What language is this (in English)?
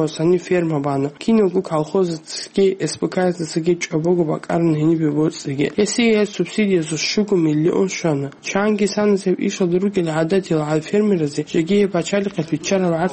Avaric